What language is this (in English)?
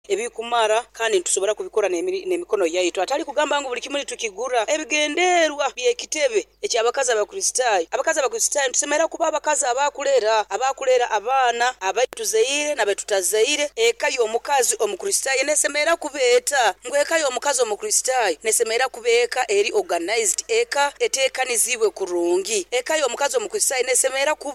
Nyoro